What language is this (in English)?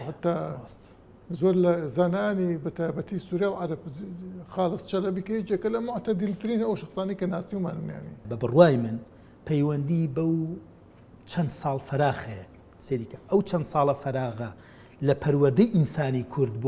Central Kurdish